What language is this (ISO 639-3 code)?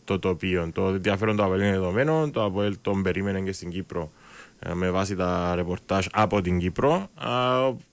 ell